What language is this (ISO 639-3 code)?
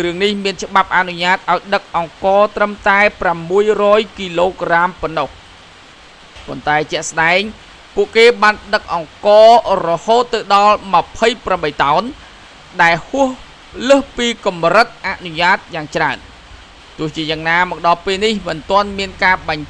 khm